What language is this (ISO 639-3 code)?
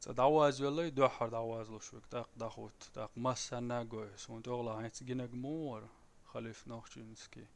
che